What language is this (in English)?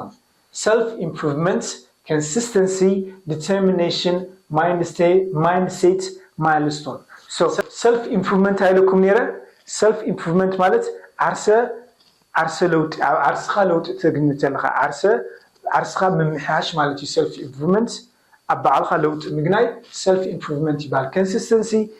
Tigrinya